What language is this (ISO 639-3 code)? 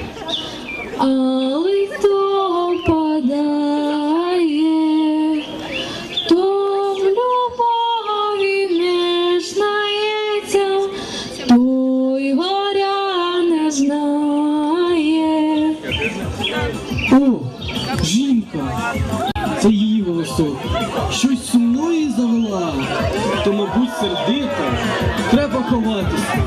ukr